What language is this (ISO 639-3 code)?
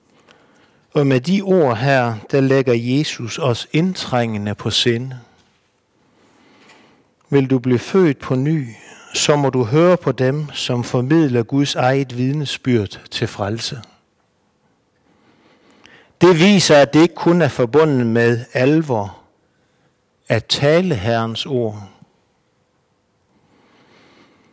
dan